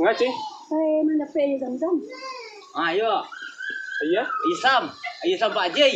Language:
Minangkabau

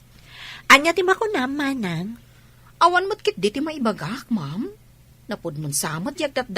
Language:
Iloko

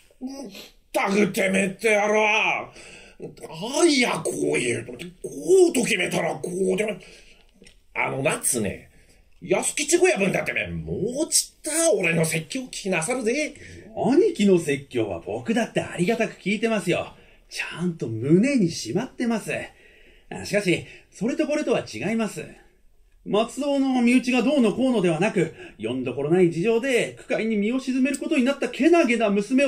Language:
Japanese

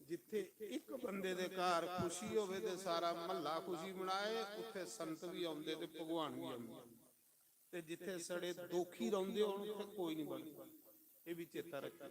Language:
Dogri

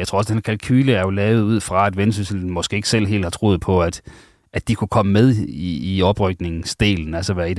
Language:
Danish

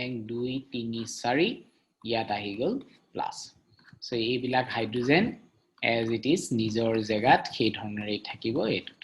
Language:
Assamese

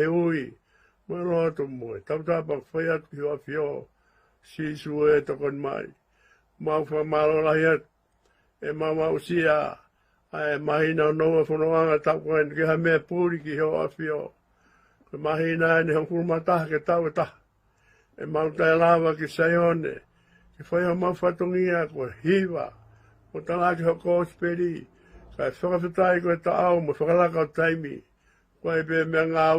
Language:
Tongan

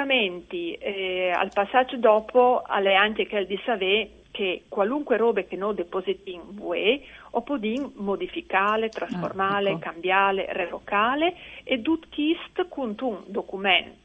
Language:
Friulian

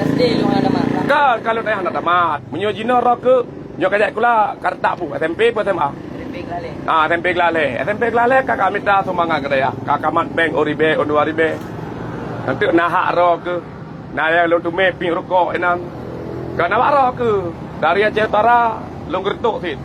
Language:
Achinese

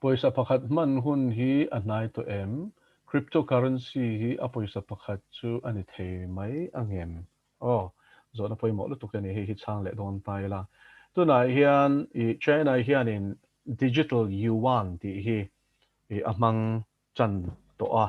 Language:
Mizo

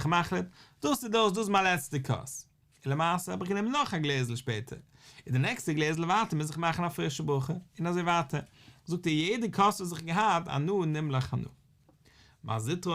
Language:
Yiddish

